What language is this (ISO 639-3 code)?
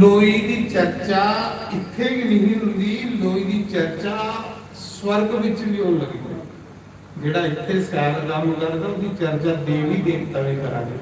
doi